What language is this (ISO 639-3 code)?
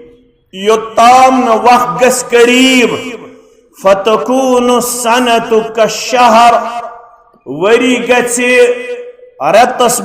kas